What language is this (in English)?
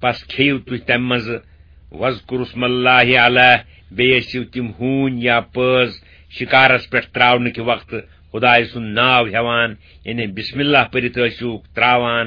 Kashmiri